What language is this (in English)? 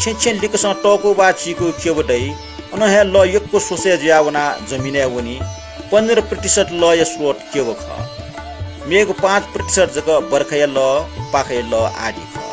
Newari